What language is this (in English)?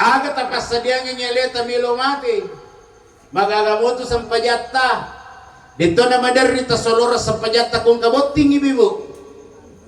Buginese